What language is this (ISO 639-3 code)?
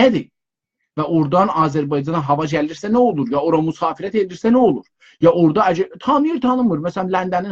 azb